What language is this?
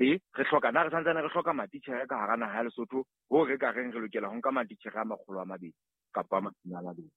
Southern Sotho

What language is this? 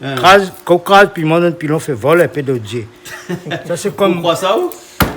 Réunion Creole French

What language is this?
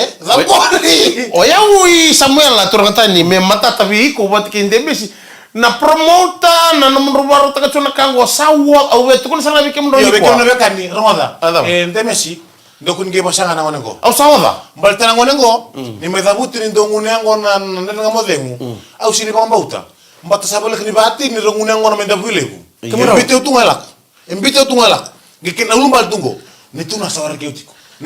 Fijian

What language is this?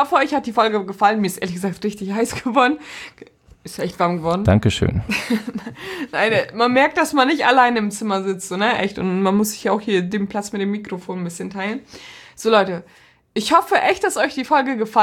German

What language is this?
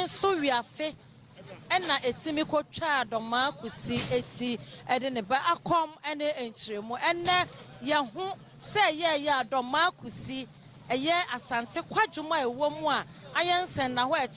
Akan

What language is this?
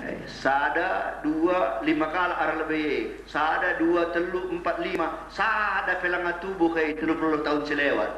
Batak Karo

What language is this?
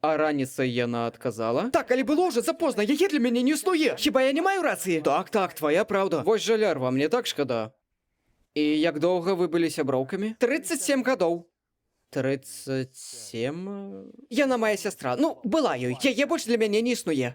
Belarusian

